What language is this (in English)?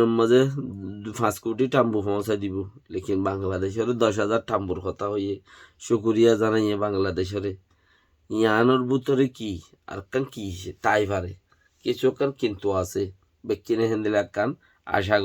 Rohingya